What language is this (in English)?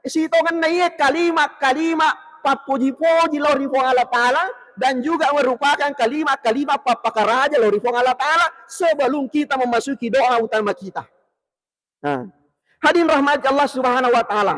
Buginese